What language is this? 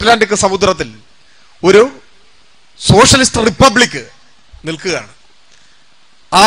Malayalam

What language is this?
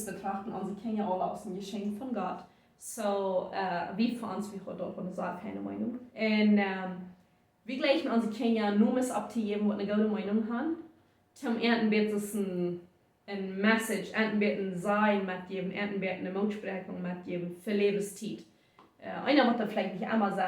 Plautdietsch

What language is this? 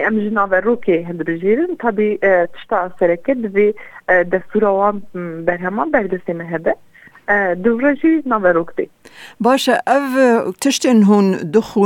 Kurdish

